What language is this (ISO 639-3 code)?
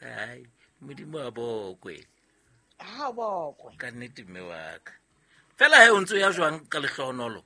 sot